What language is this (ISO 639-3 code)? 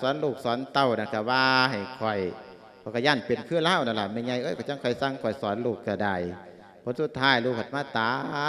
lao